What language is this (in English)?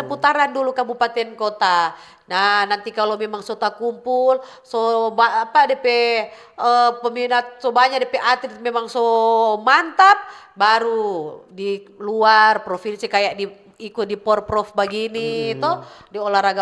Manado Malay